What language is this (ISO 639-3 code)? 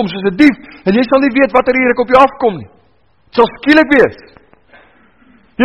afr